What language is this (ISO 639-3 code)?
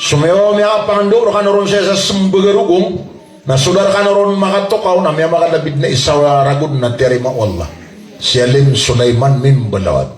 mrw